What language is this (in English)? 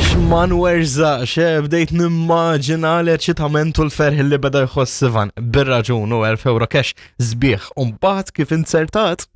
Maltese